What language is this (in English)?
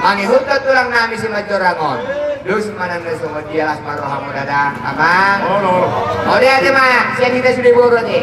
Batak Toba